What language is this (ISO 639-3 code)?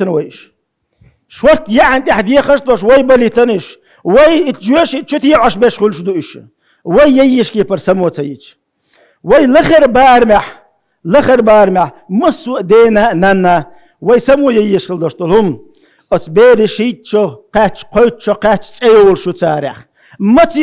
che